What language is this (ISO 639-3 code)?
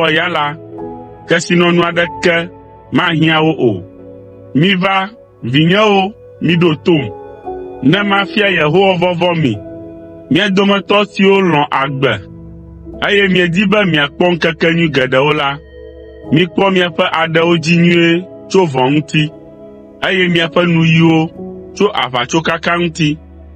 ewe